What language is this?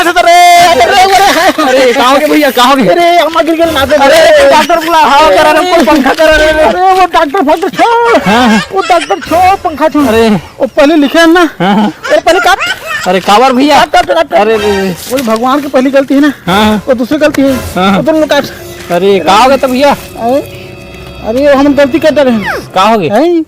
Chhattisgarhi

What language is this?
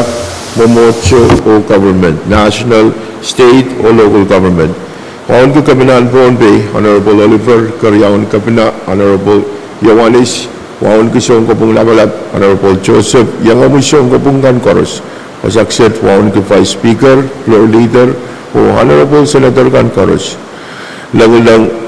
Pohnpeian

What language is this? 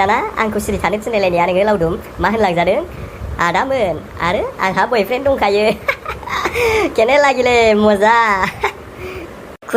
Bodo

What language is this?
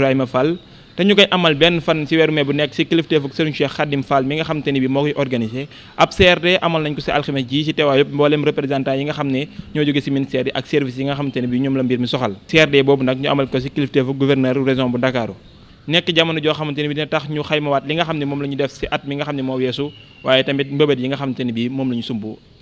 Wolof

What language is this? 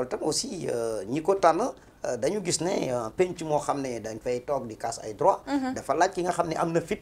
Wolof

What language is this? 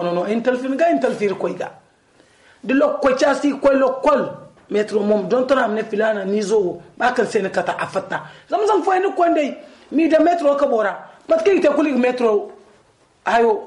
Zarma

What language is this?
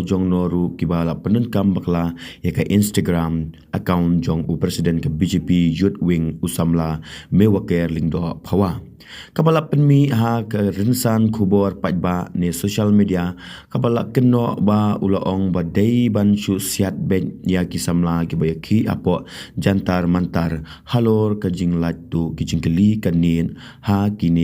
Khasi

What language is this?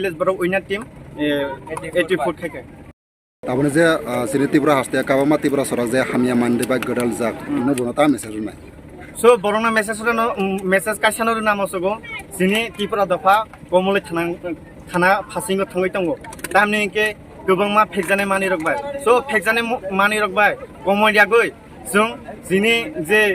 Kok Borok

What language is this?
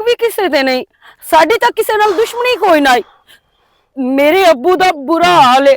Western Panjabi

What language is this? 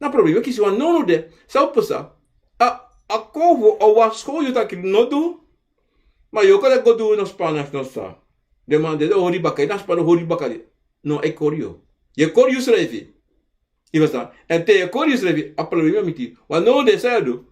Sranan Tongo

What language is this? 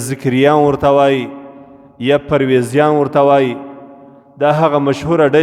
Pashto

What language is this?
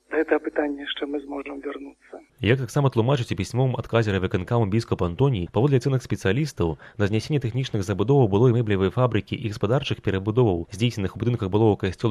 Belarusian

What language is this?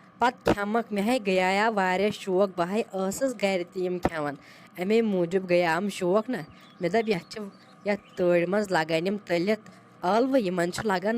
Kashmiri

